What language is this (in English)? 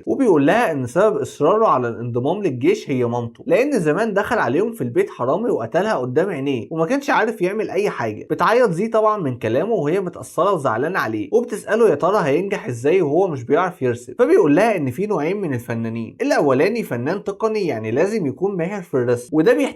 Egyptian Arabic